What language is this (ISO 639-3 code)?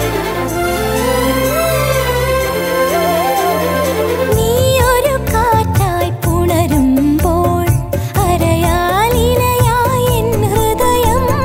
mal